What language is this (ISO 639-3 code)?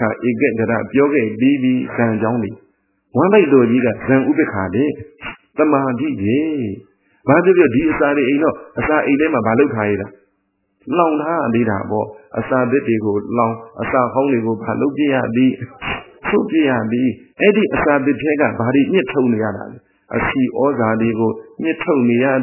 mya